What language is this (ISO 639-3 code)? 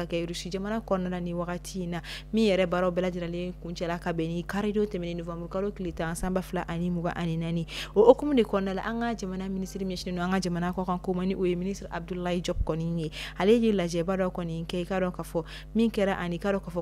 bam